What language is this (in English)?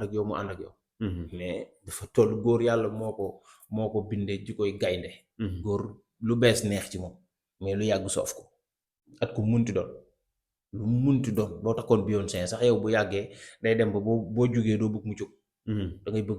Wolof